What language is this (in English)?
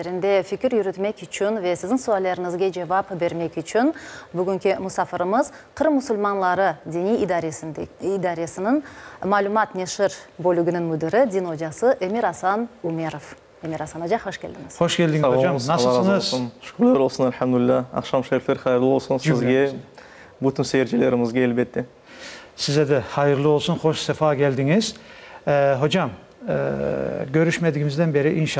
Crimean Tatar